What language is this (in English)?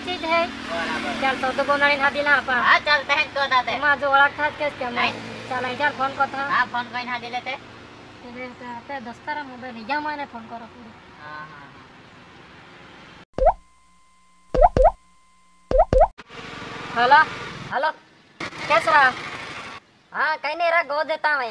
Hindi